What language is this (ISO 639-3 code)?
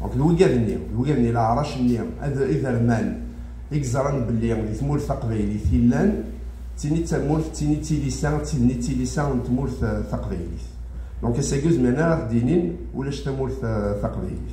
kab